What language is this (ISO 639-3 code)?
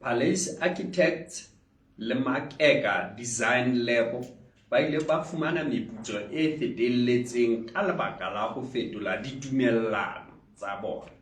sot